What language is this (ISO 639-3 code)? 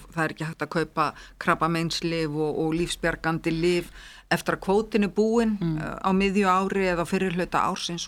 isl